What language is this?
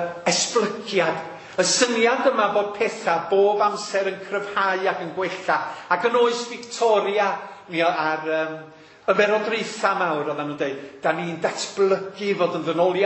Welsh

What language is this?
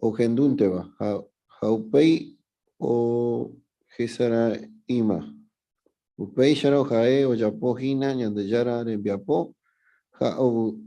Guarani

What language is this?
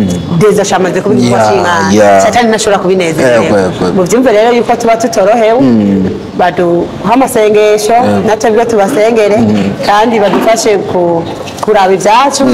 Rundi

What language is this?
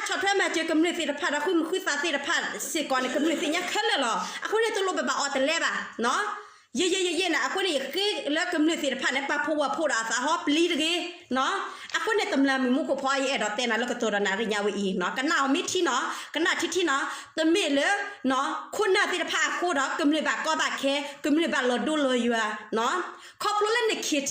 S'gaw Karen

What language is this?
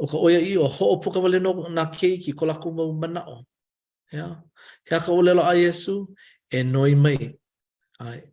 Hawaiian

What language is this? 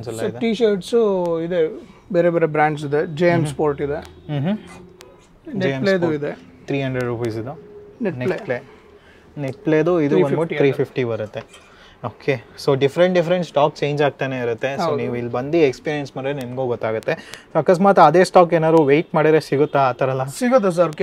Kannada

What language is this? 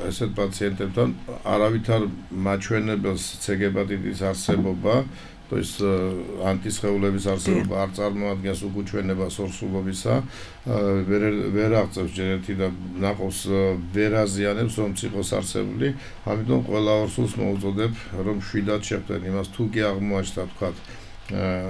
Georgian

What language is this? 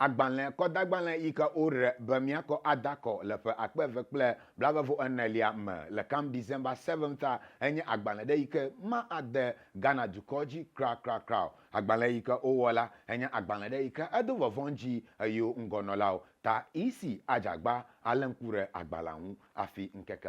Ewe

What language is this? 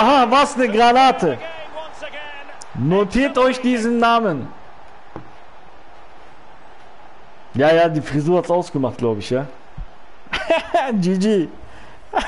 German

